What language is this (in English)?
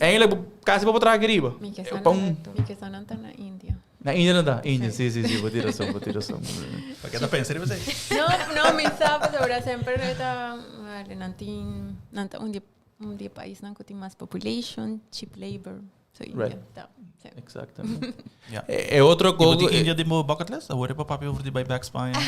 Papiamento